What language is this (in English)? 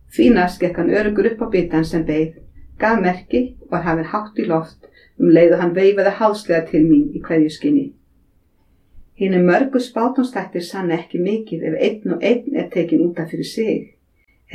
Icelandic